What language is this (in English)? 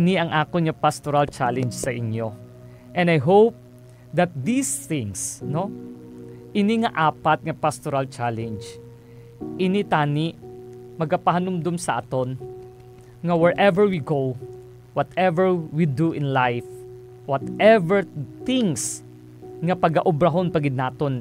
Hiligaynon